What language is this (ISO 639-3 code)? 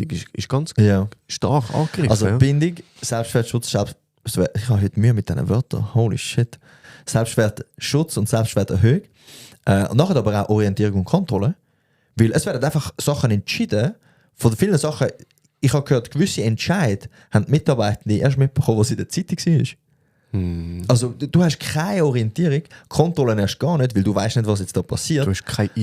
gsw